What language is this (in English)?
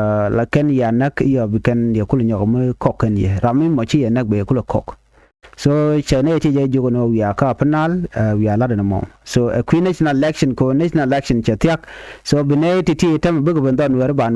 Nuer